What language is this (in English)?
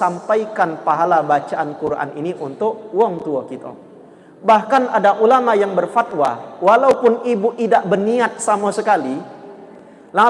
Musi